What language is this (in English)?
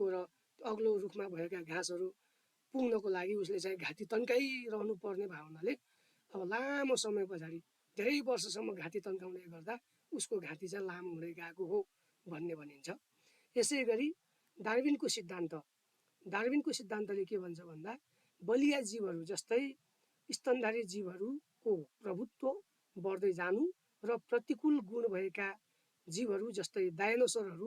Nepali